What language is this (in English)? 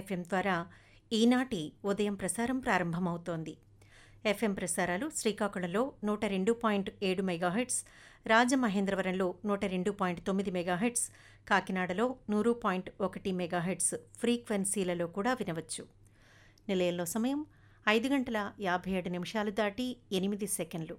Telugu